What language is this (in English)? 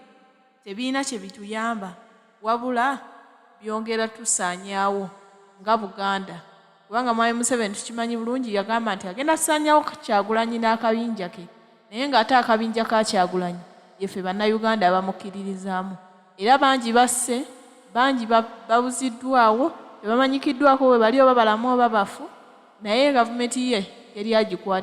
Ganda